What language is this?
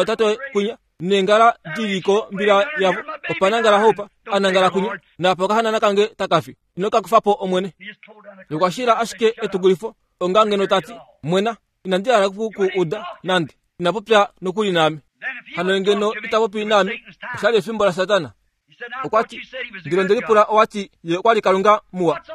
Kuanyama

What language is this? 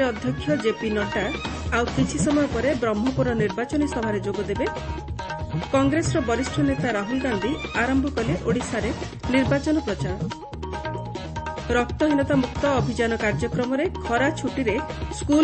Odia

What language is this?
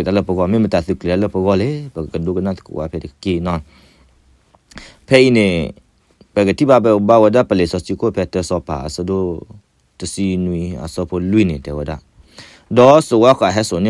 S'gaw Karen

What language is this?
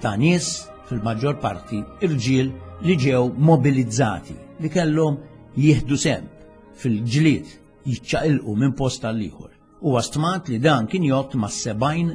Maltese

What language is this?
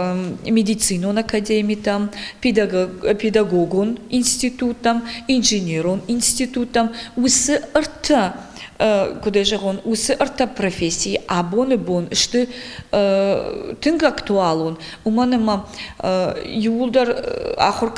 Ossetic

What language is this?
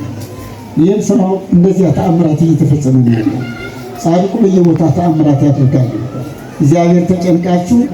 Amharic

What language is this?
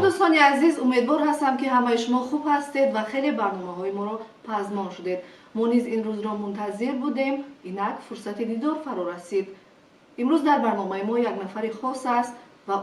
Tajik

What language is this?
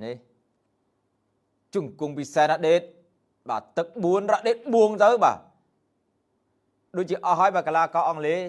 Khmer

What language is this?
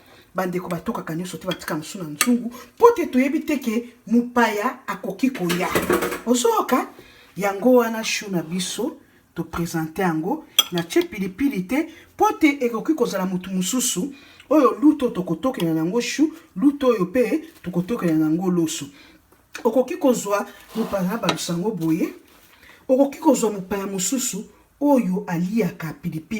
Lingala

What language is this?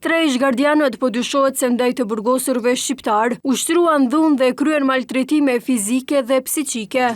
Albanian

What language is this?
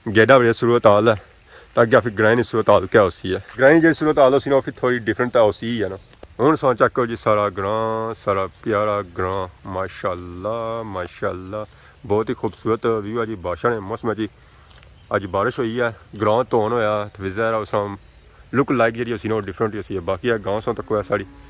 Pahari-Potwari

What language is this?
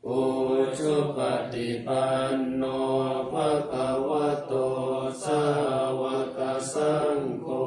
Pali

